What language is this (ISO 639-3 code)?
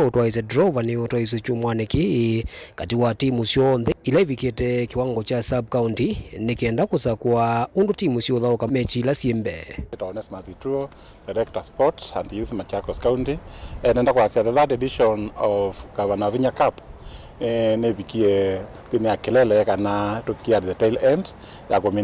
kam